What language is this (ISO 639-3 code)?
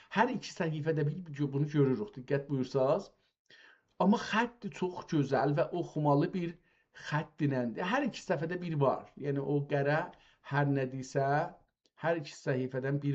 azb